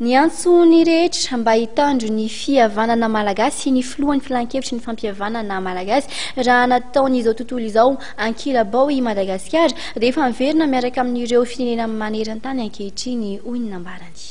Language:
Malagasy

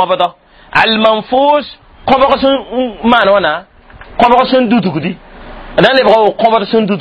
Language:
Mossi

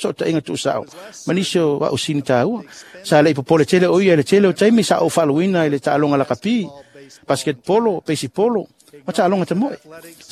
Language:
Samoan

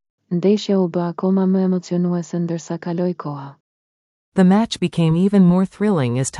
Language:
Albanian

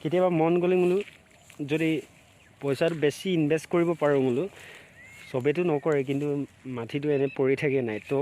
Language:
Assamese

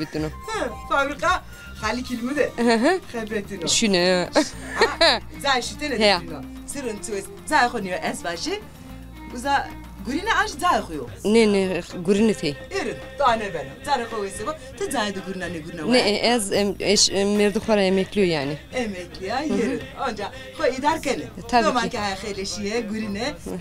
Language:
Zaza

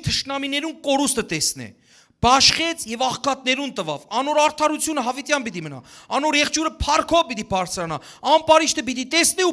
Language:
Western Armenian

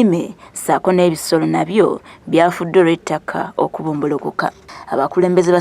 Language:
Ganda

